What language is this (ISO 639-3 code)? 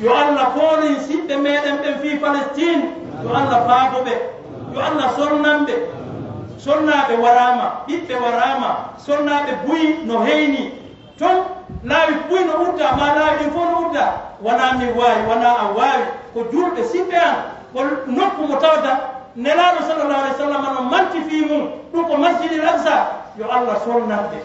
ful